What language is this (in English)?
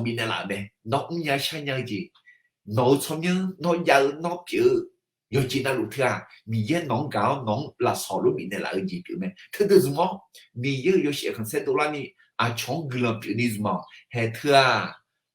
Akha